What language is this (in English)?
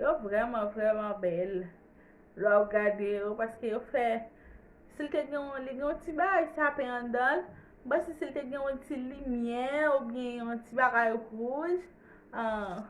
Haitian Creole